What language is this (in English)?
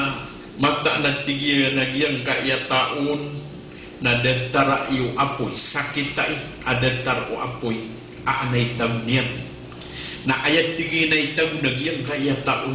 Maranao